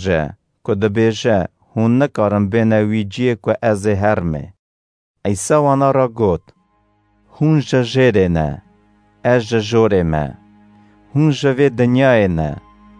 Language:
Kurdish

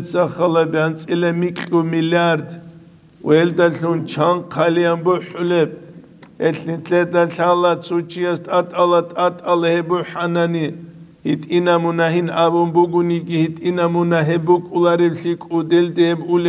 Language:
Avaric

